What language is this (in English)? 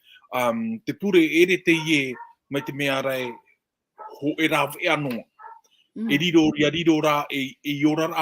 Tahitian